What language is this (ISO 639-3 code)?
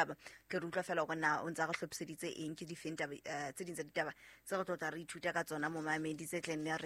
sot